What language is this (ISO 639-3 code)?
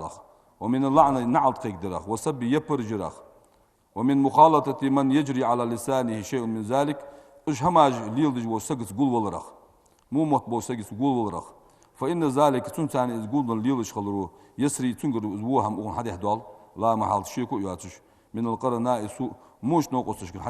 inh